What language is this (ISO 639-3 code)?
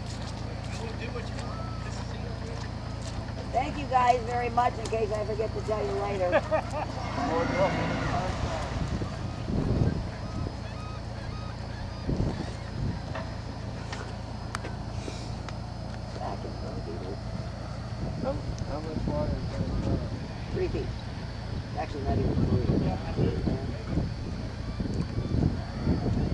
eng